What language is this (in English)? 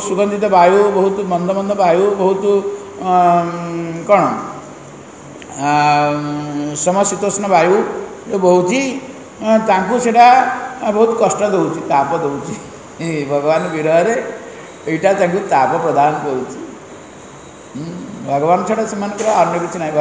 Odia